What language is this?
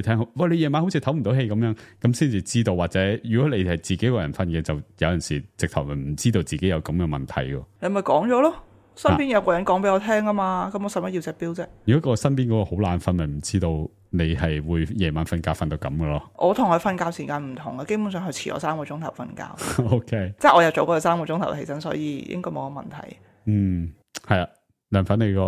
Cantonese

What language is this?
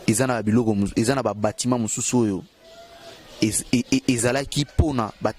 Lingala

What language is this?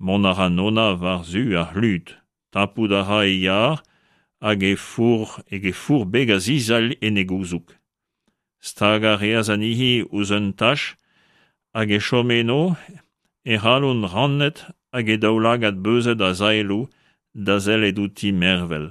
Breton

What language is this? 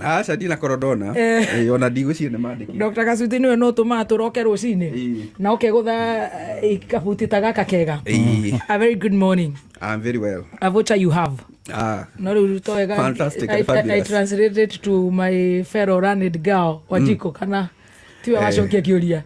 Kikuyu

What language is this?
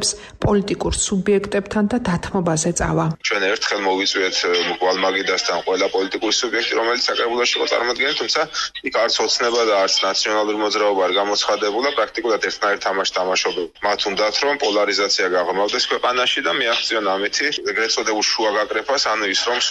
Georgian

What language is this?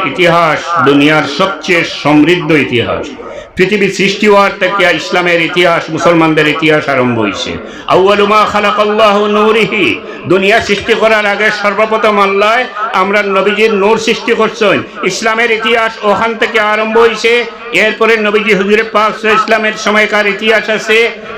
Sylheti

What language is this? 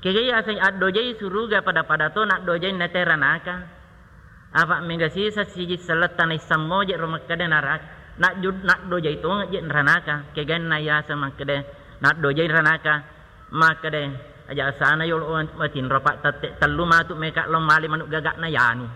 Buginese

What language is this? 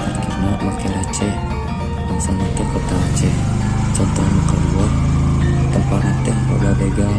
Sundanese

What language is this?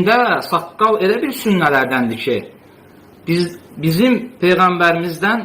Azerbaijani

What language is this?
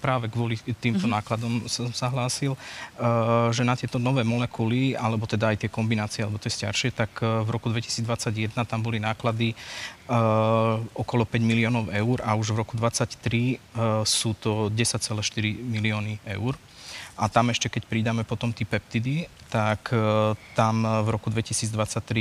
Slovak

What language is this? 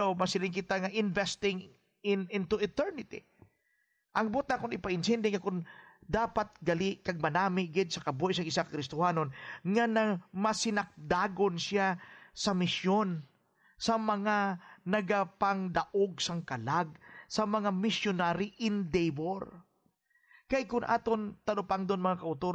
Hiligaynon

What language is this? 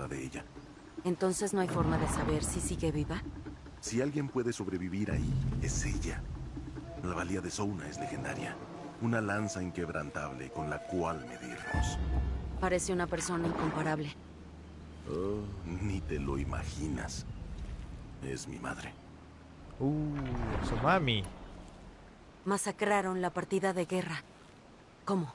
Spanish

